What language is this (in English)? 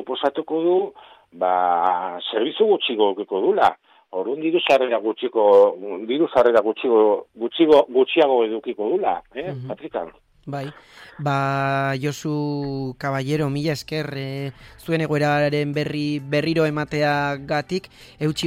Basque